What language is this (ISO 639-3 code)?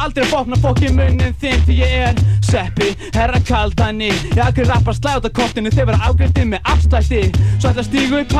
isl